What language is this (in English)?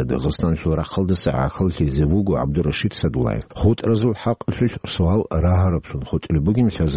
Avaric